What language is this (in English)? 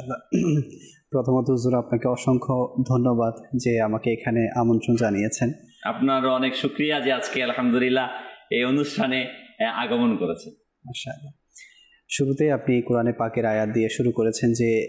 Bangla